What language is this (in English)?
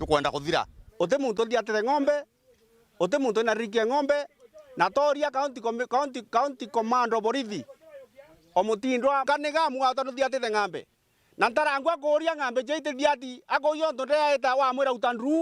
Meru